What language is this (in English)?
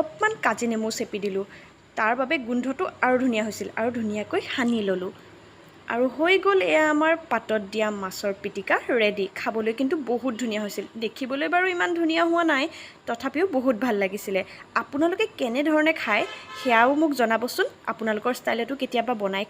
Assamese